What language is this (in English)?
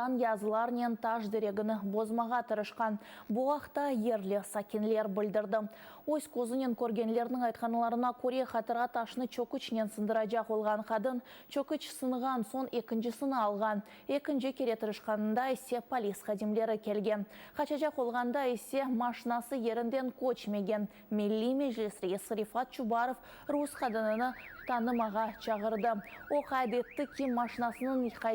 Crimean Tatar